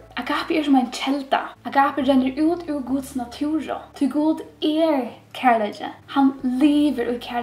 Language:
Faroese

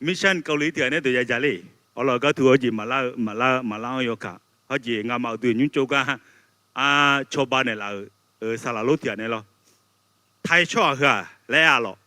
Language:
Akha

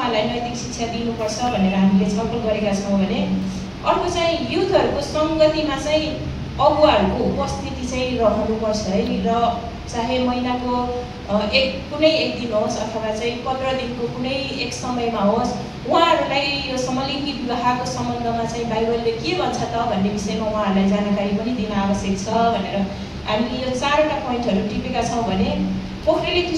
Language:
Nepali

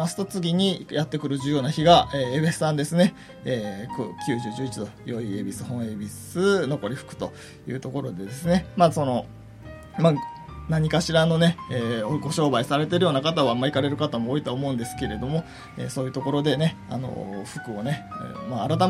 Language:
Japanese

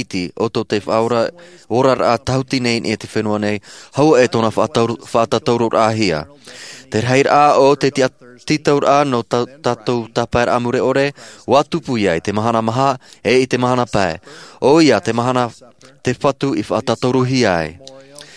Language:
Tahitian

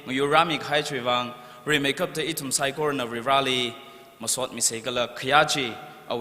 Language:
Tangkhul Naga (India)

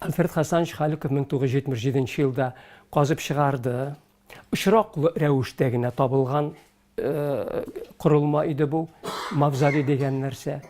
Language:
Tatar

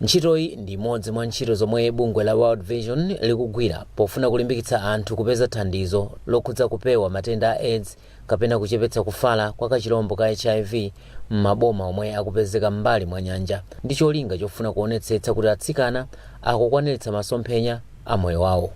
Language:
Nyanja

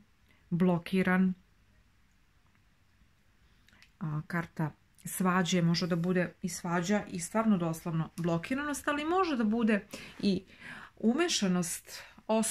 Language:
Serbian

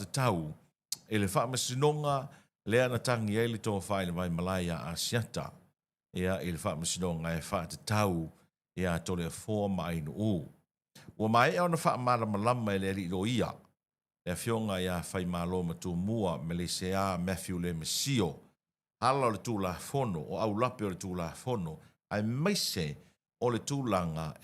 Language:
Samoan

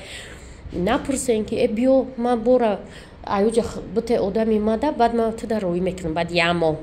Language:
Tajik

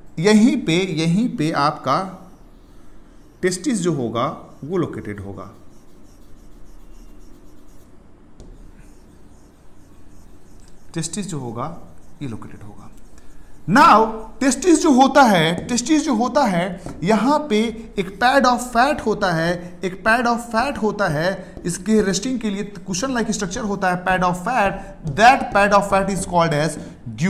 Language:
Hindi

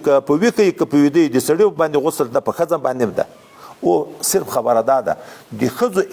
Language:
Pashto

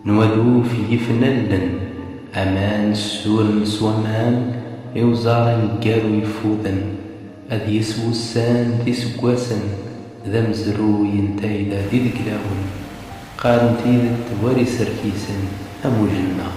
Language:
Kabyle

